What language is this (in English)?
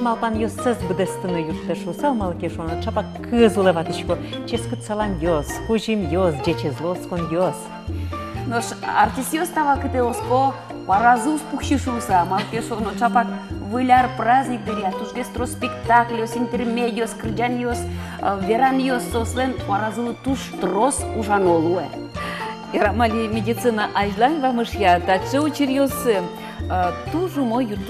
Udmurt